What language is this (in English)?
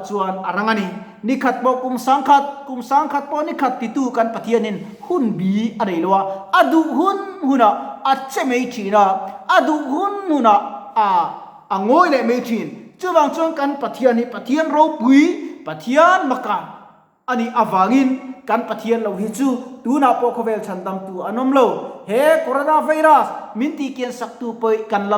Mizo